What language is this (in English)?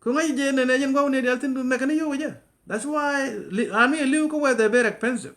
Nuer